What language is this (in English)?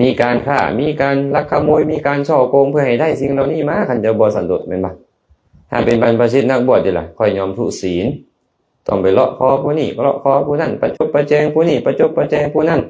Lao